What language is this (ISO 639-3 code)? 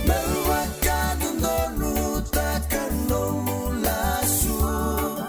fij